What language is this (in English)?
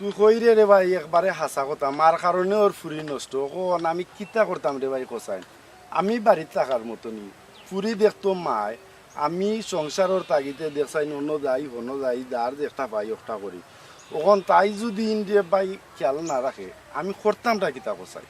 Sylheti